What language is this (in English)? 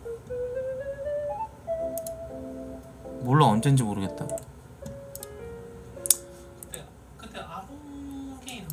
Korean